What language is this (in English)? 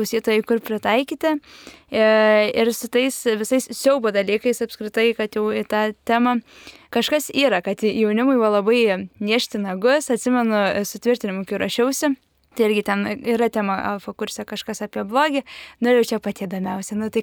Lithuanian